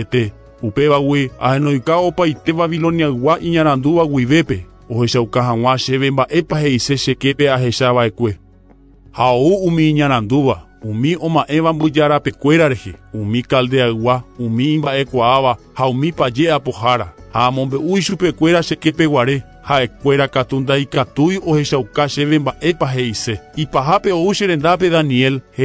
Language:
Guarani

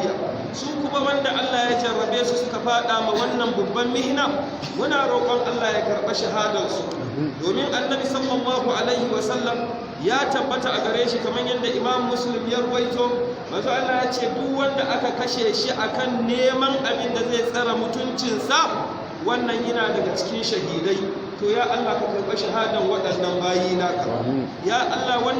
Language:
Hausa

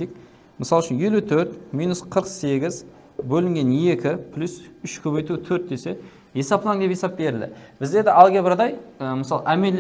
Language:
Kara-Kalpak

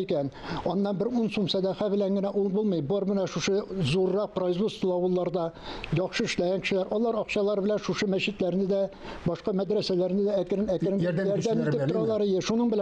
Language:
Tatar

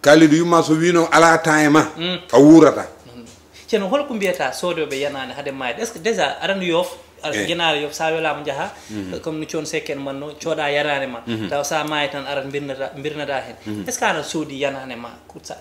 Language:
Fula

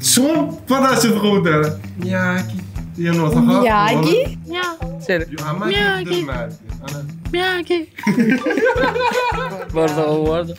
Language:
Turkmen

